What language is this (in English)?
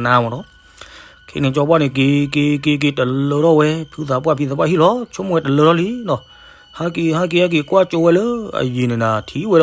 S'gaw Karen